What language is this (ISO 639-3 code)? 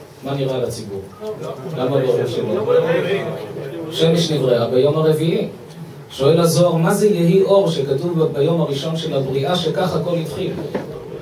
heb